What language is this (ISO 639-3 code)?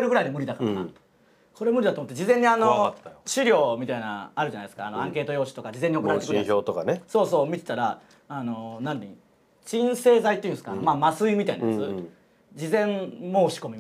jpn